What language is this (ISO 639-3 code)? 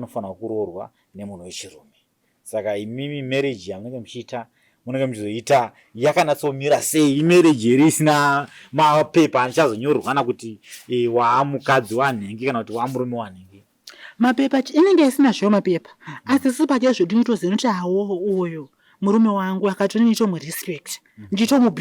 sna